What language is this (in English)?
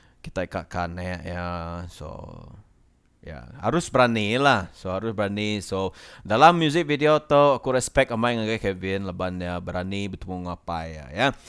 Iban